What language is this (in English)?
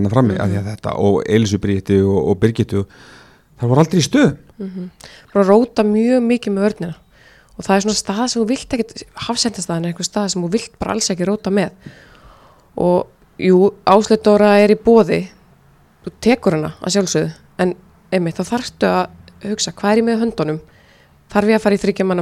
Icelandic